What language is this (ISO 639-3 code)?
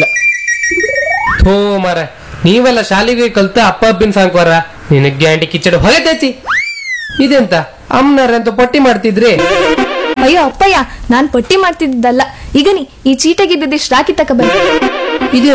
kan